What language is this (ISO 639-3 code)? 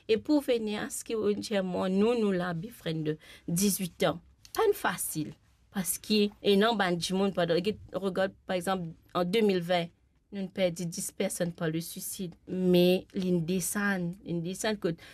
mfe